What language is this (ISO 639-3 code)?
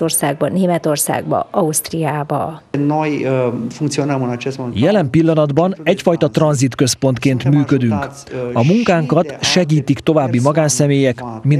hun